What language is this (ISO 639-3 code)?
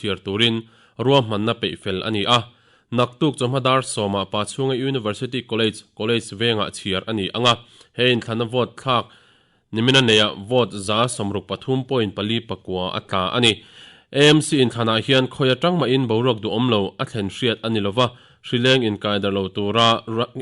lus